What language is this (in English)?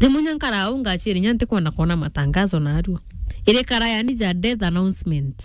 Meru